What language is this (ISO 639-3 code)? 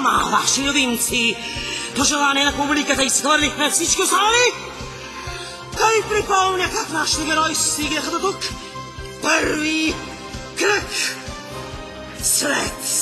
bul